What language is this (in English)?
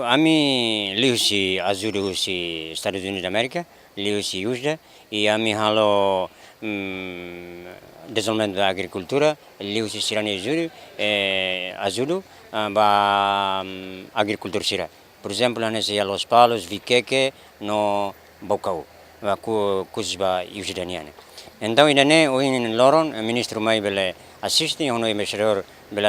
Tetum